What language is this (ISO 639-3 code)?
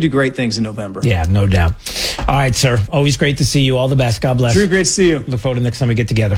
eng